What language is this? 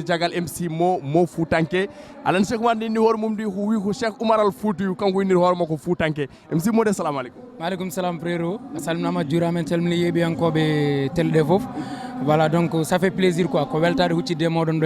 Fula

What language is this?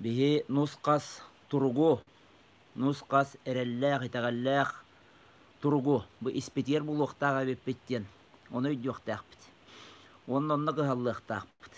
Yakut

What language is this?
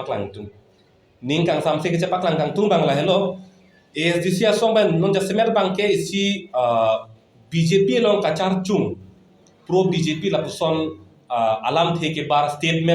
Karbi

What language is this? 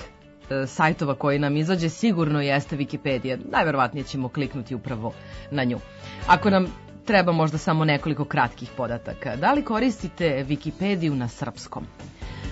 Serbian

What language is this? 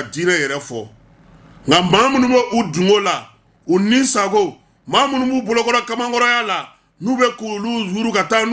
Bambara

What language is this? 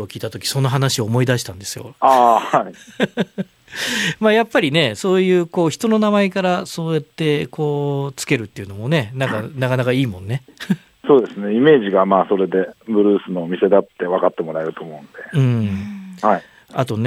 Japanese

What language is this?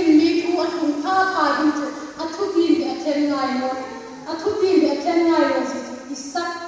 Hmar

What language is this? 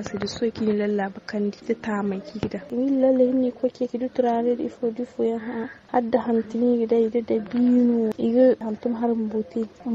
Zarma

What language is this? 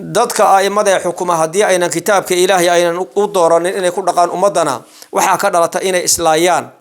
Somali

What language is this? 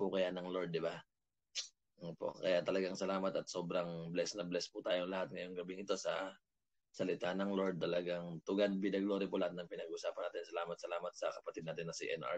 Filipino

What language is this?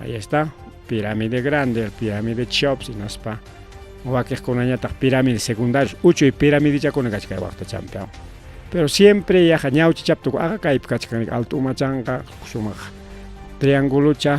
Ayacucho Quechua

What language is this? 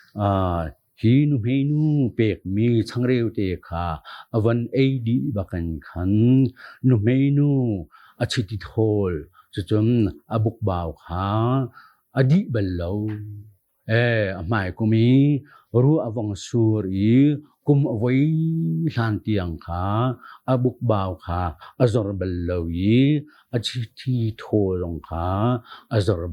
Hakha Chin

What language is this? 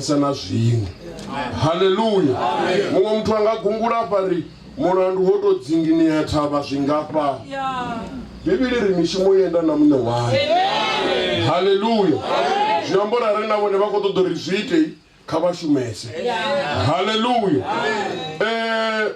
Venda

